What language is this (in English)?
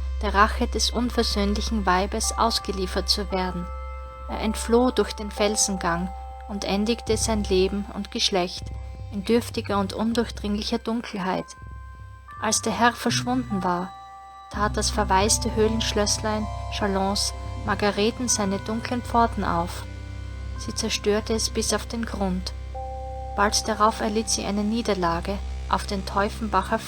Bavarian